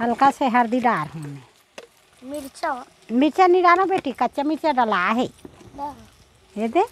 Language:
Chhattisgarhi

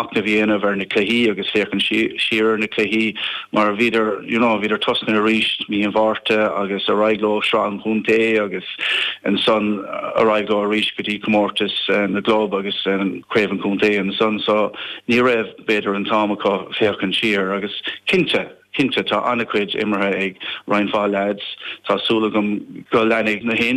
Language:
Irish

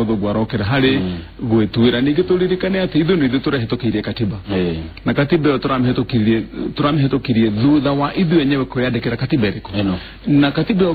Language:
Kikuyu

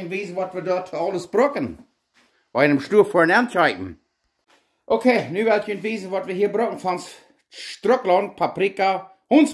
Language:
Plautdietsch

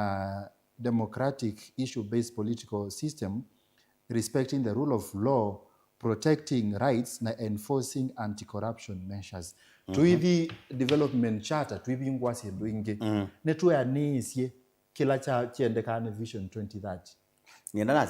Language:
Kamba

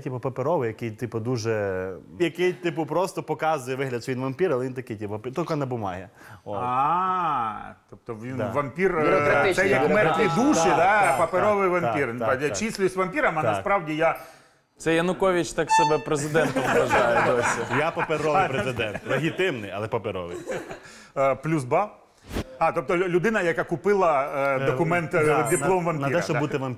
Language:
Ukrainian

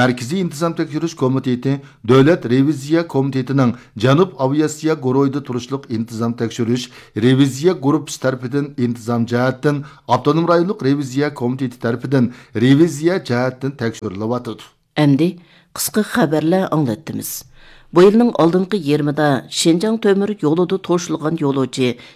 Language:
Uyghur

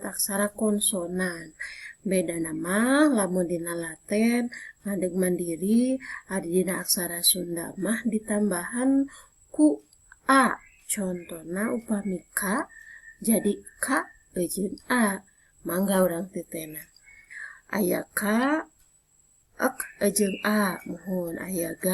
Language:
Sundanese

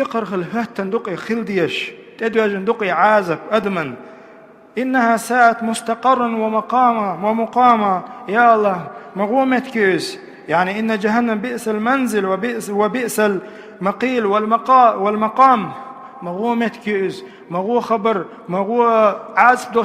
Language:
Chechen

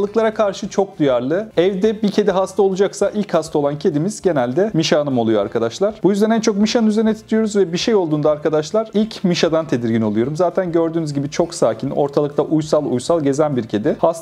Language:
Turkish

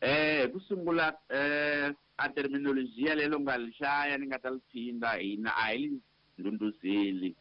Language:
Tsonga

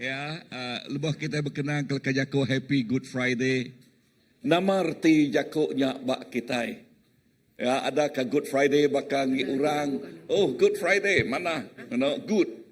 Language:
Iban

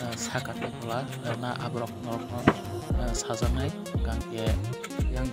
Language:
Kok Borok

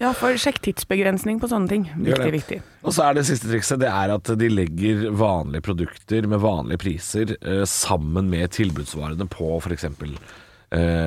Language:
Norwegian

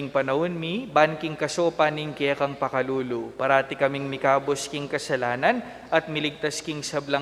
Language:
Pampanga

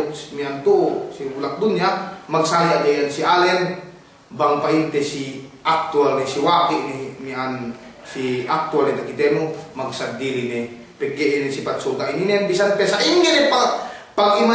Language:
Yakan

